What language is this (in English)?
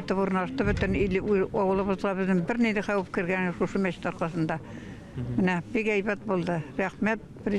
Tatar